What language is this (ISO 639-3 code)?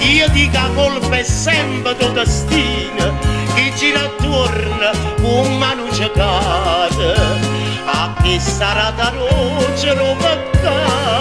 nap